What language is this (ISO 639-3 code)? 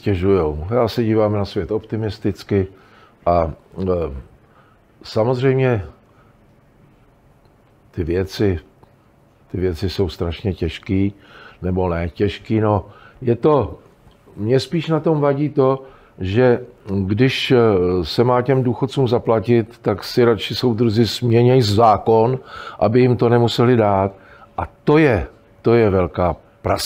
ces